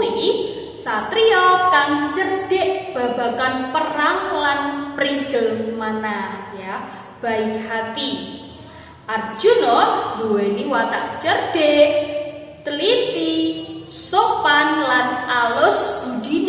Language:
Javanese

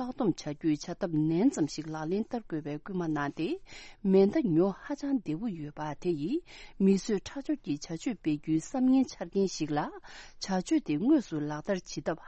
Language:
Tibetan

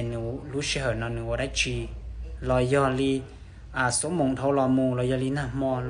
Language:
Hmong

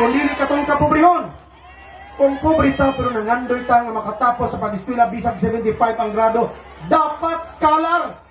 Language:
Cebuano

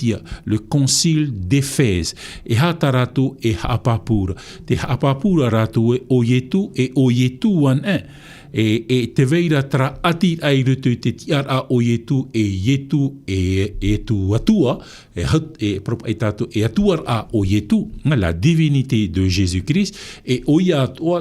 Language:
Tahitian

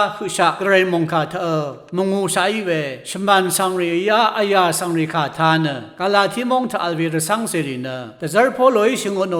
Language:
Rawang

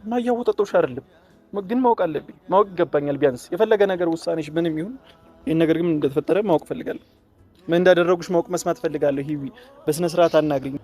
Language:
Amharic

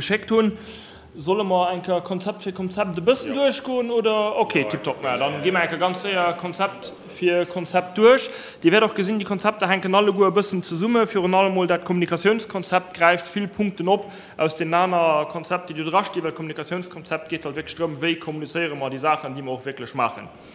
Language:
Luxembourgish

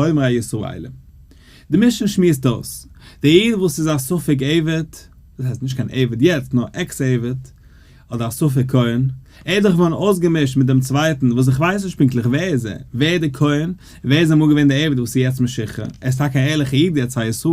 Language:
Yiddish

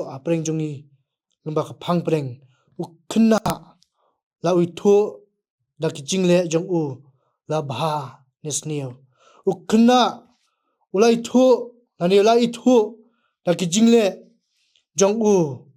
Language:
Khasi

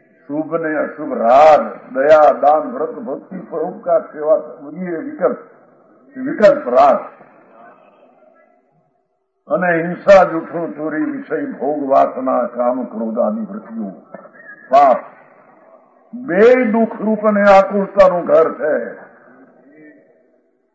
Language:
Gujarati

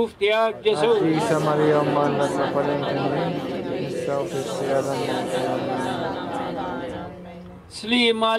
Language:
Maltese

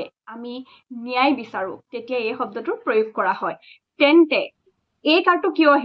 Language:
Assamese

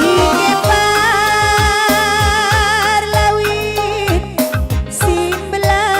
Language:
Batak Karo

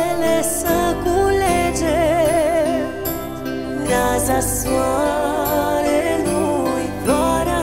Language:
Romanian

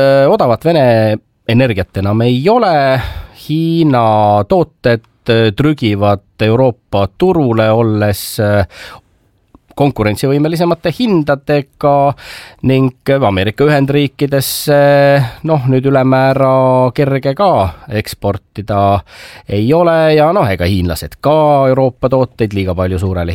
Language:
Estonian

